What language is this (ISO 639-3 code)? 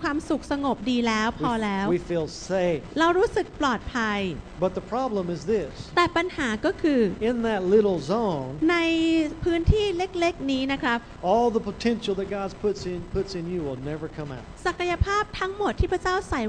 tha